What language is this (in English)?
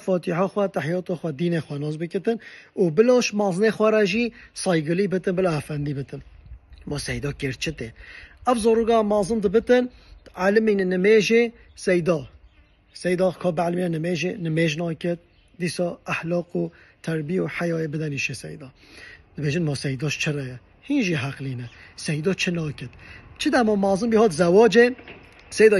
Kurdish